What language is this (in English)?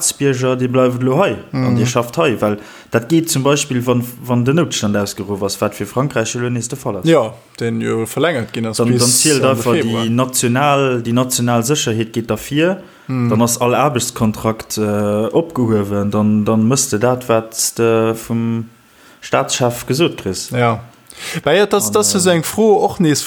Luxembourgish